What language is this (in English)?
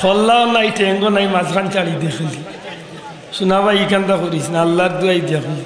Sylheti